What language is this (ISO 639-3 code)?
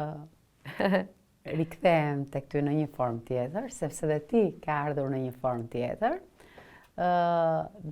sqi